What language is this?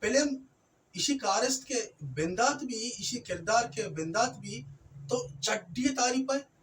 Baluchi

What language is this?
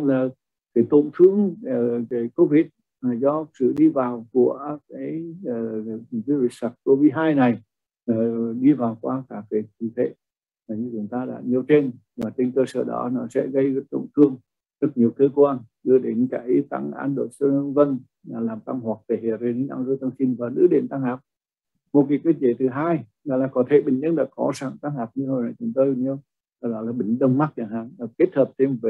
Vietnamese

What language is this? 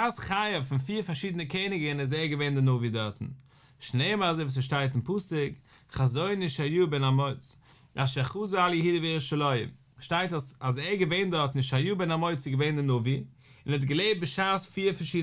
Yiddish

